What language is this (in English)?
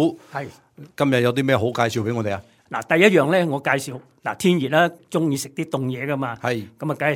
Cantonese